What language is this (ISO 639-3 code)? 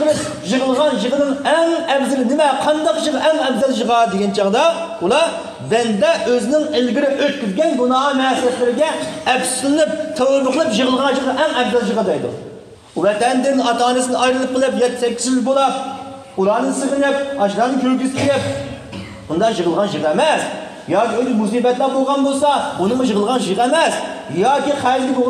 uig